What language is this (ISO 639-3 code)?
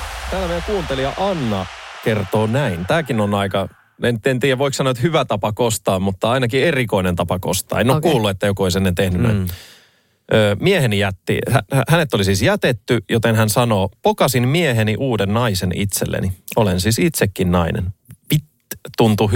fin